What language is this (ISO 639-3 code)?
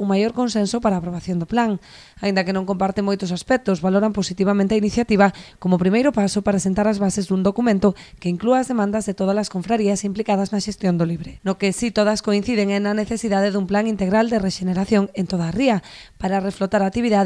glg